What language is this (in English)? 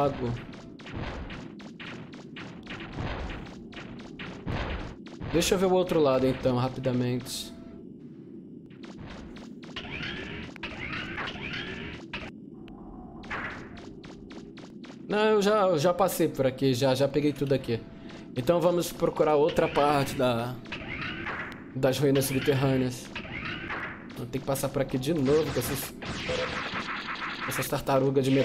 Portuguese